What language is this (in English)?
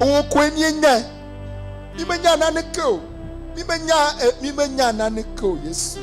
Ewe